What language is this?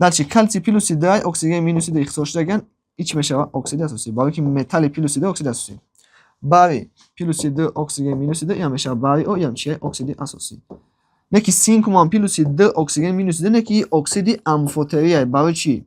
Tajik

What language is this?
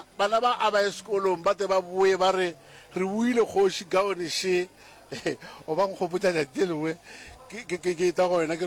Northern Sotho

